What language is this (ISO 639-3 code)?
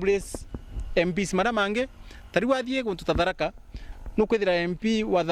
mer